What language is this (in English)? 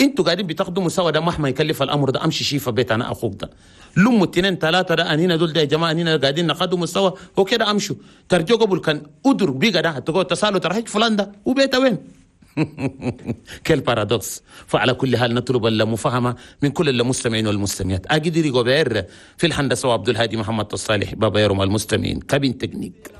Chadian Arabic